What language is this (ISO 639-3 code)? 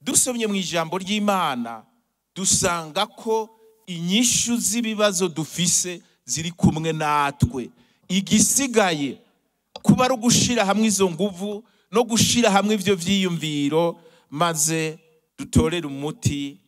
run